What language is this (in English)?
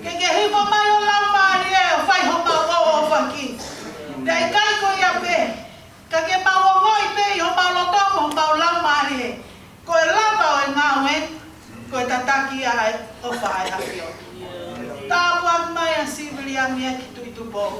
Tongan